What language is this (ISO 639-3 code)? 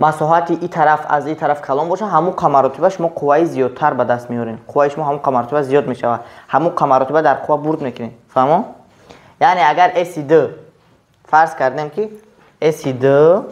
tgk